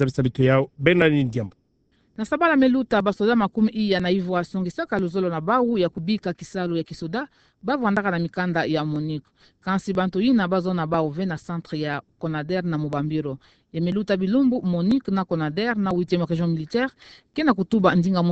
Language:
Kituba (Democratic Republic of Congo)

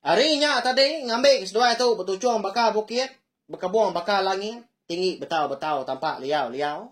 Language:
Iban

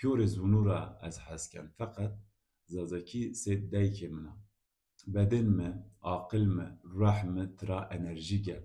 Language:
Zaza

